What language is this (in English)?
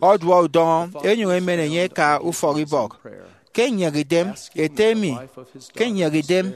Efik